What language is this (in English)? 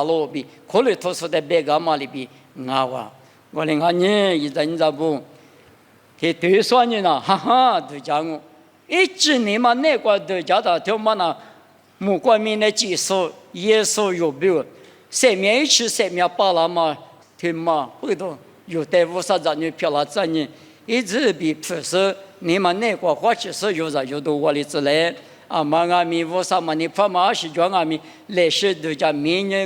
Lisu